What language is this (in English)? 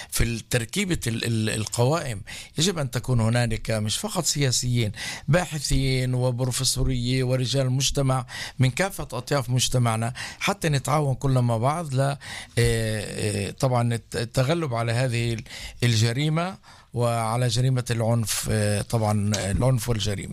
North Levantine Arabic